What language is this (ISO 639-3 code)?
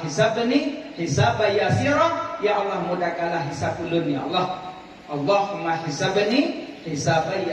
ace